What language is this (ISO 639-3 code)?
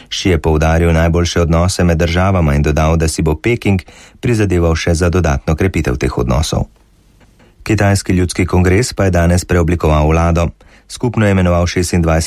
slv